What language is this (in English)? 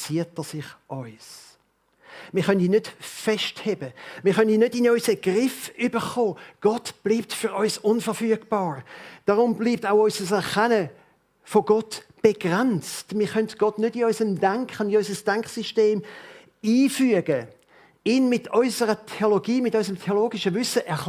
Swiss German